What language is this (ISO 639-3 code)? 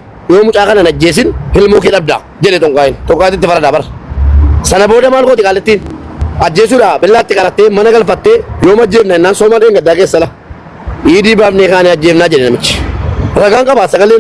orm